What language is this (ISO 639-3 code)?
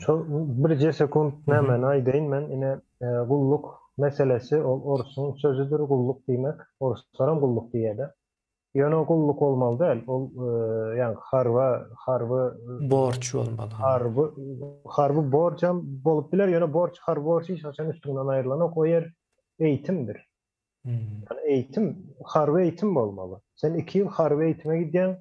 tuk